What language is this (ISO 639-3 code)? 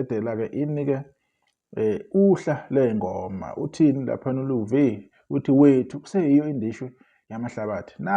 zul